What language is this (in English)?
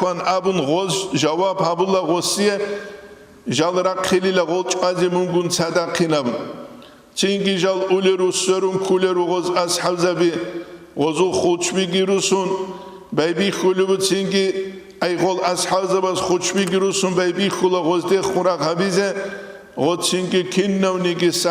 Avaric